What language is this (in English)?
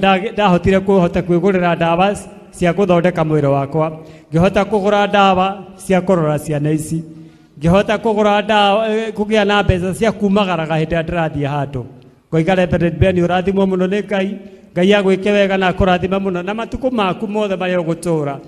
Kikuyu